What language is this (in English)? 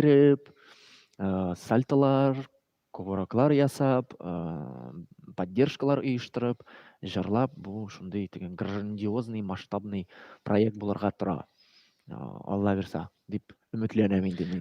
Tatar